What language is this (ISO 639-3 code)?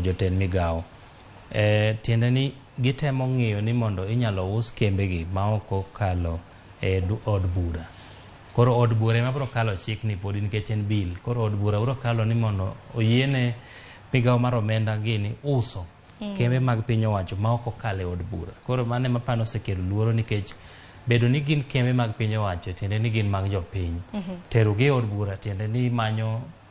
luo